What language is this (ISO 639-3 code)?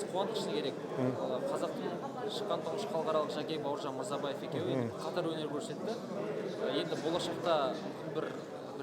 kaz